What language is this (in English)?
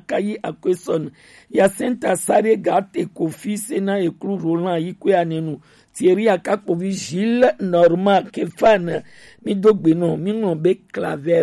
Gen